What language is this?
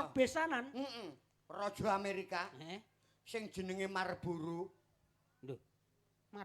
Javanese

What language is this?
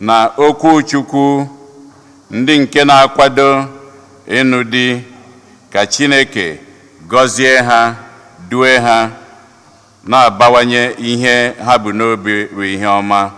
Igbo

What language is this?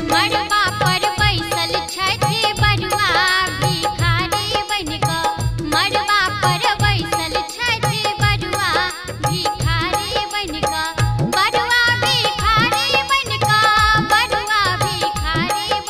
Maithili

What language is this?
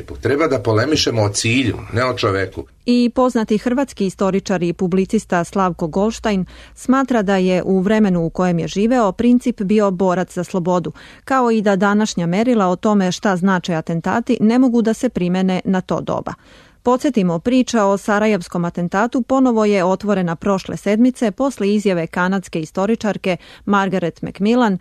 Serbian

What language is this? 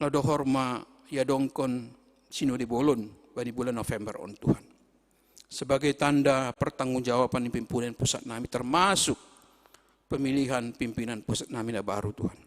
Batak Simalungun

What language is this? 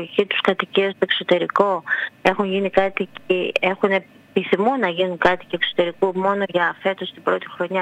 Greek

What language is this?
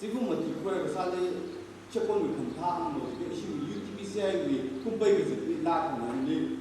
Tangkhul Naga (India)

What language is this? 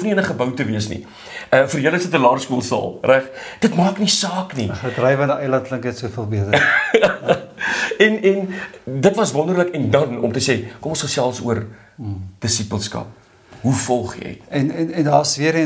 Afrikaans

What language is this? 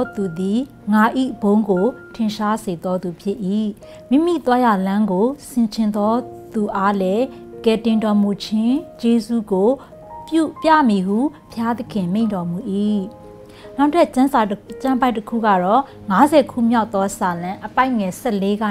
Burmese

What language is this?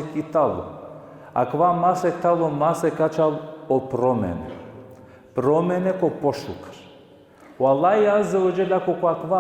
Balkan Romani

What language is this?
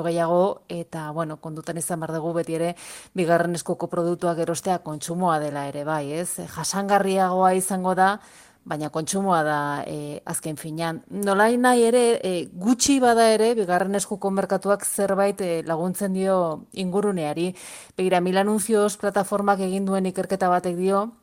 Basque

